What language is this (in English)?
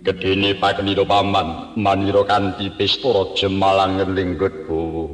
Javanese